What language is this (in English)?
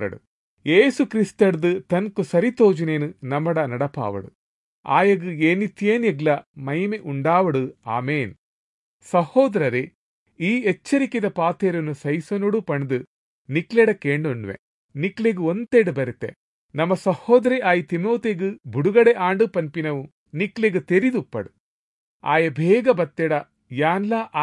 Tulu